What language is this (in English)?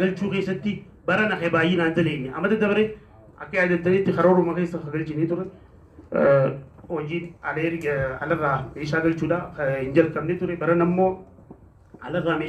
Oromo